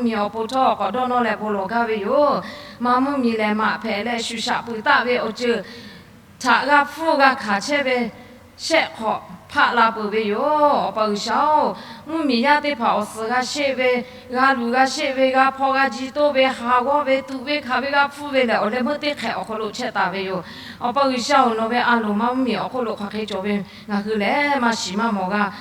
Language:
Lahu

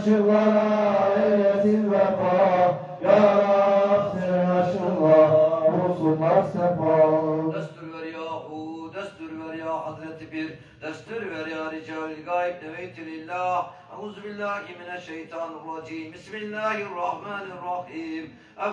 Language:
Turkish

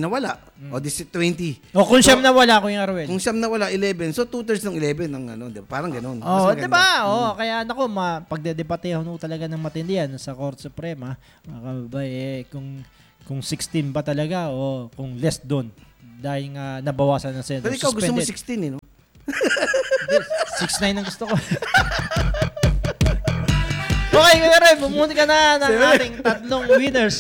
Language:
Filipino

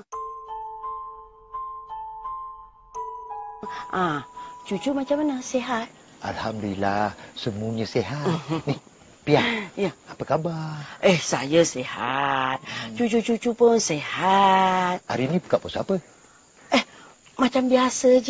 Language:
Malay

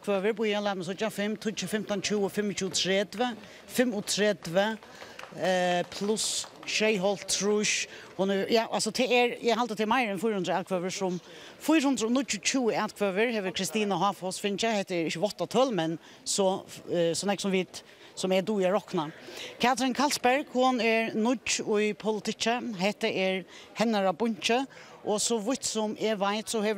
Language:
Faroese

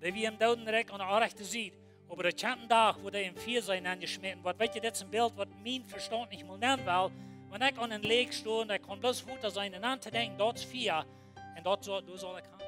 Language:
Plautdietsch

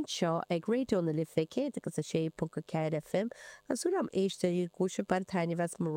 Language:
Irish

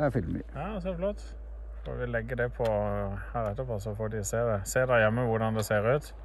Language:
Norwegian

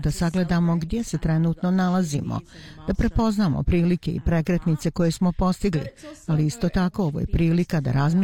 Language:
Bosnian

